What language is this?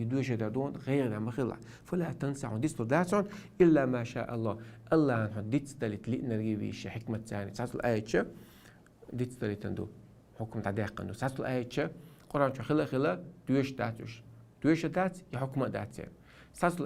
Chechen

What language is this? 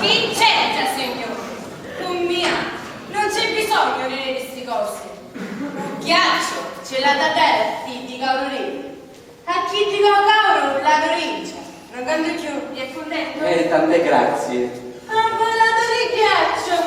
Sicilian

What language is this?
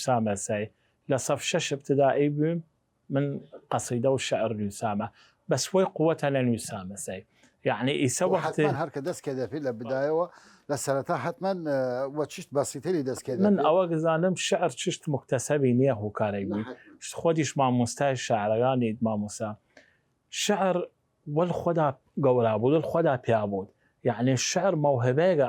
Southern Kurdish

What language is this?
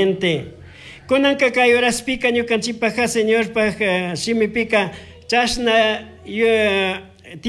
Chimborazo Highland Quichua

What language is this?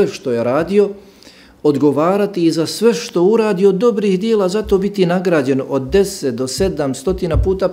Bosnian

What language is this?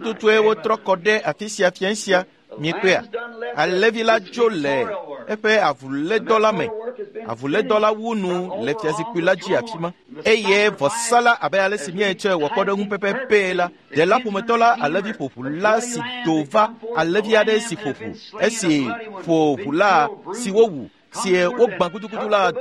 Ewe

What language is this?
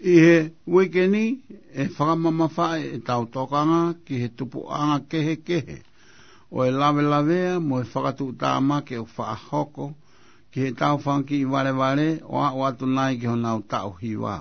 Tongan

